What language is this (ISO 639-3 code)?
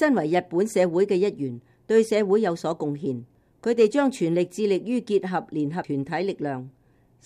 yue